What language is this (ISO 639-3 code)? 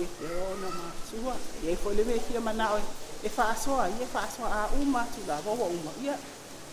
smo